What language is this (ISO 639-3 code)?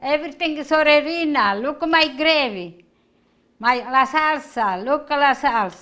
eng